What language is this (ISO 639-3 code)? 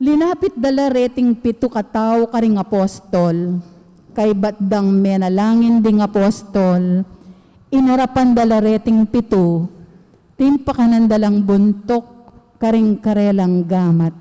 pam